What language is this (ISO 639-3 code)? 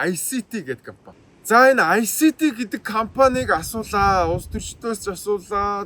mon